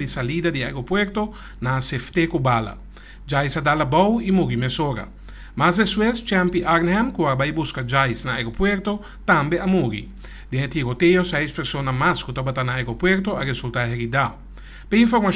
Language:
Papiamento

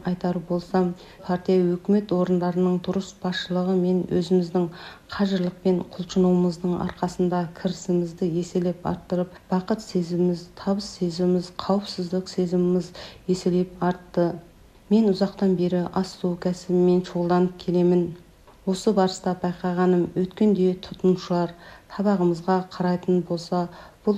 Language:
Kazakh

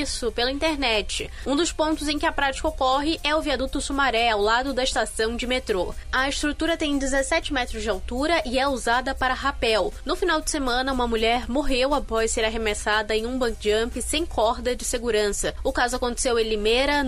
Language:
Portuguese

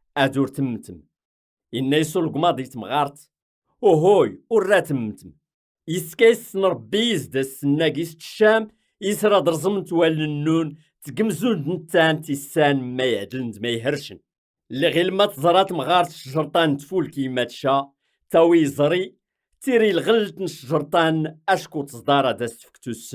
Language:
Kabyle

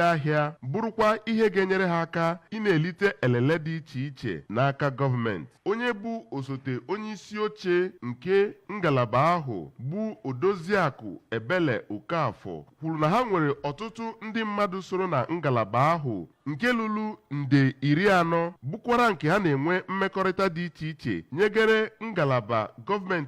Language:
Igbo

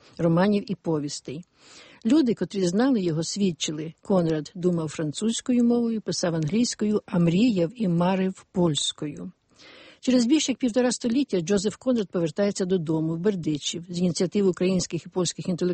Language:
Ukrainian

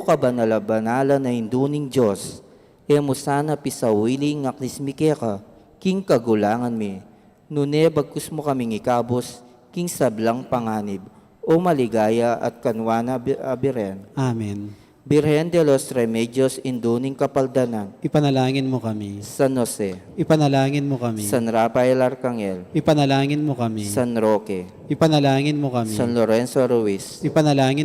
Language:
Pampanga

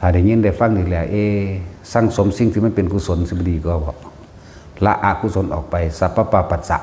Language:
Northeastern Thai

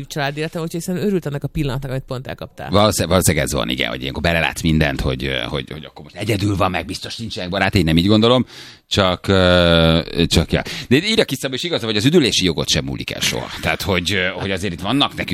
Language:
Hungarian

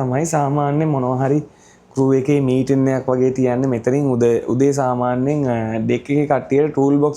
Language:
Sinhala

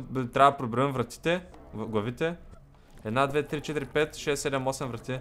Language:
Bulgarian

